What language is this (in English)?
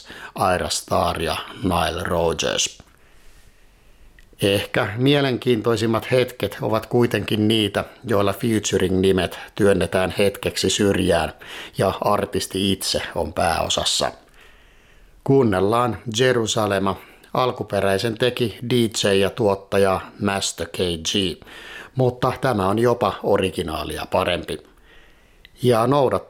Finnish